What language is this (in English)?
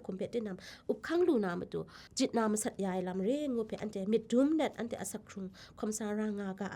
Kachin